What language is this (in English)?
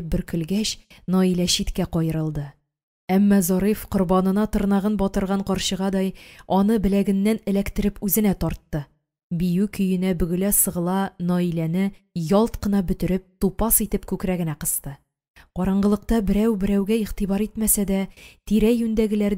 Tatar